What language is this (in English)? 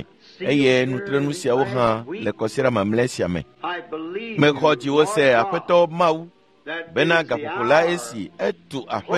Ewe